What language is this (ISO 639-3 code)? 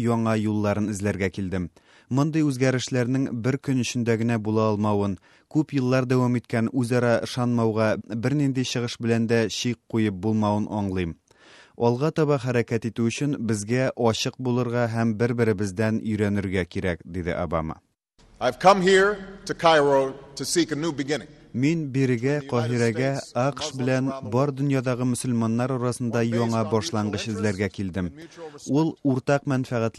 tat